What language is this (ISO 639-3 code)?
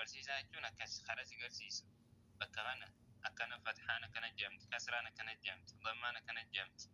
orm